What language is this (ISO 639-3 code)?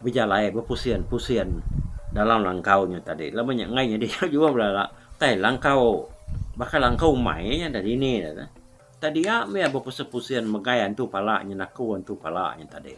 iba